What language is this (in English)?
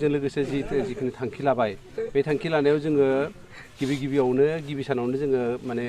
Bodo